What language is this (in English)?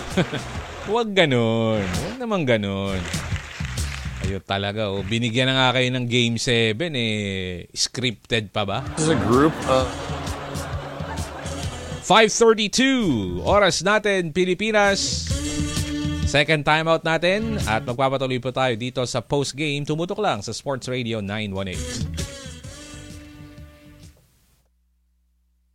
Filipino